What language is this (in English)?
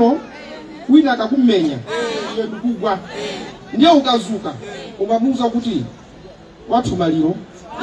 Nyanja